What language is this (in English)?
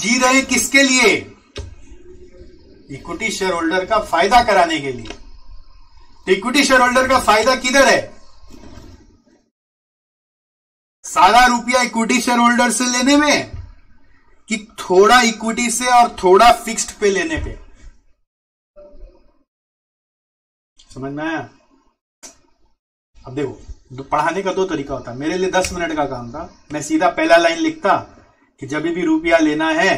Hindi